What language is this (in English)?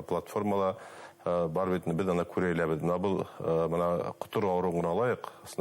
Bashkir